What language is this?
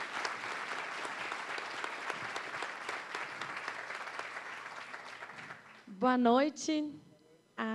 Portuguese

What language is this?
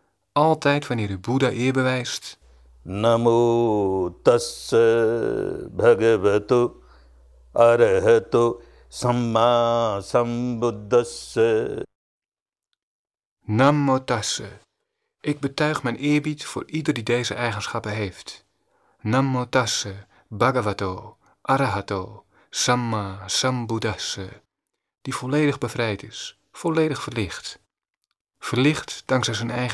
Dutch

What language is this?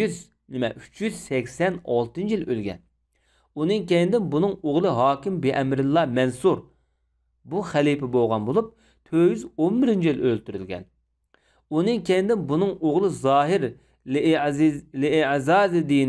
Uyghur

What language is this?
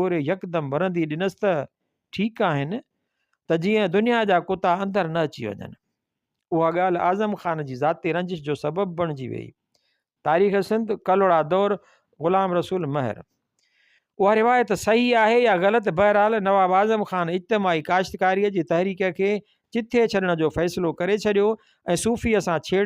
Sindhi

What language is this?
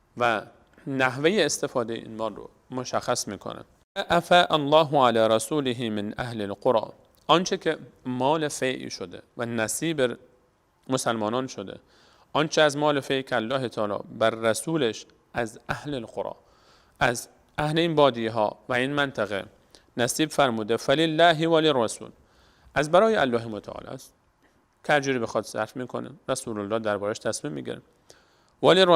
Persian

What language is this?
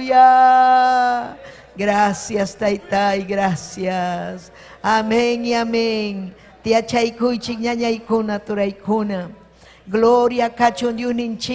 Ayacucho Quechua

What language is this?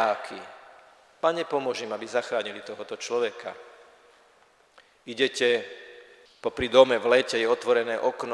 Slovak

